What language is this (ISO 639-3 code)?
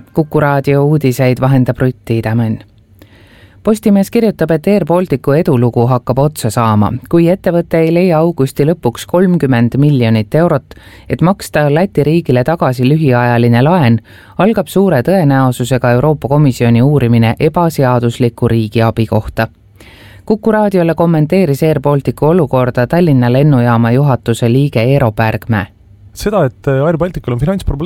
est